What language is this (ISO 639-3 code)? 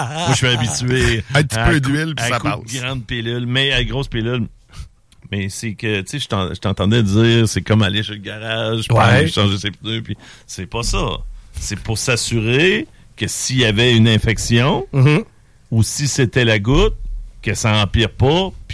fra